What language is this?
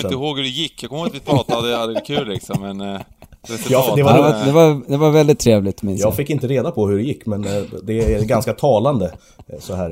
Swedish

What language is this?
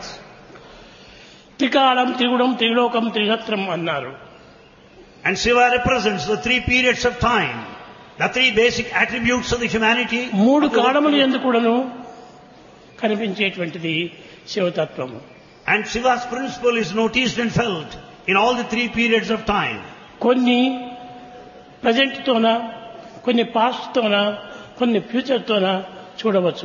Telugu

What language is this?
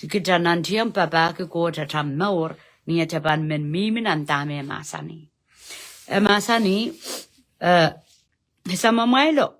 Pohnpeian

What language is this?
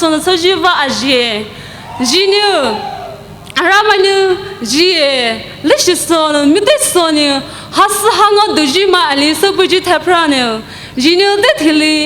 Poumei Naga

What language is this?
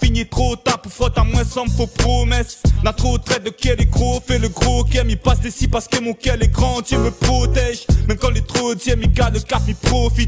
Réunion Creole French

